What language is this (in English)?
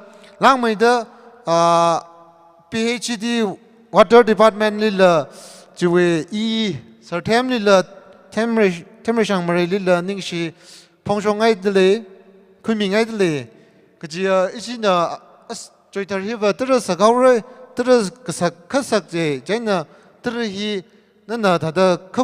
Tangkhul Naga (India)